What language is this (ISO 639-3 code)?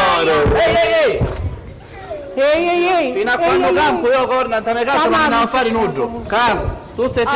scn